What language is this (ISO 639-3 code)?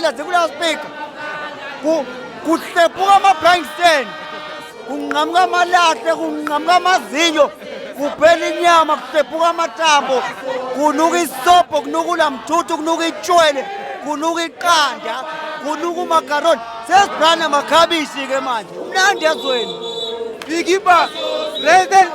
zul